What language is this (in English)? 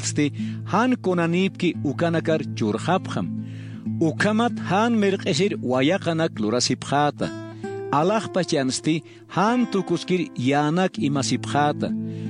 Aymara